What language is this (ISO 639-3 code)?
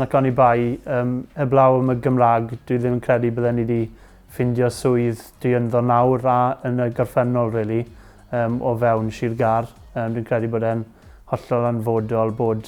cym